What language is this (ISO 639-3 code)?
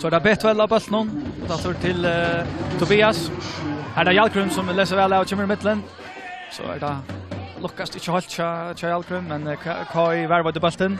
fao